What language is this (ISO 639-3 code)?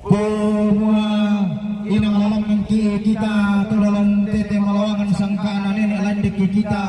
sda